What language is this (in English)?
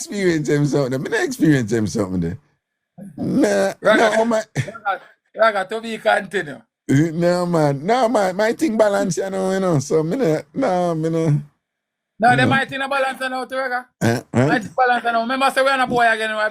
Jamaican Creole English